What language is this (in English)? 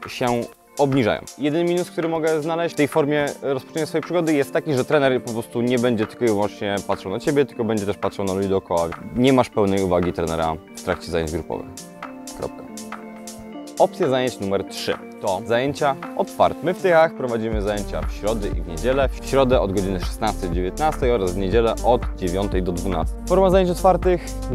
Polish